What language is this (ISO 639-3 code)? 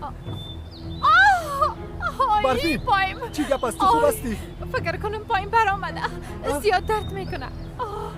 fas